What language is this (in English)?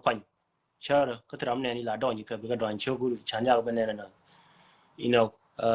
Nuer